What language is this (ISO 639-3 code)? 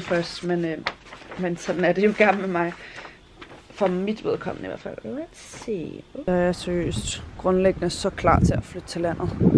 dan